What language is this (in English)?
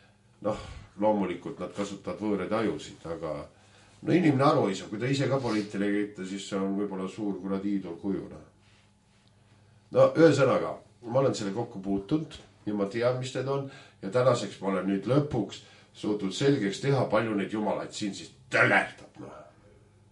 Estonian